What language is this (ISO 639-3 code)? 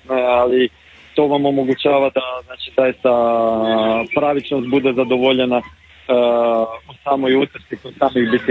hrv